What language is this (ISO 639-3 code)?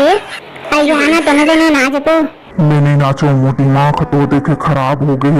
hne